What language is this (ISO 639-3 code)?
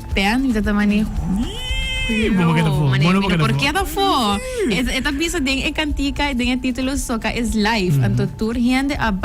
pap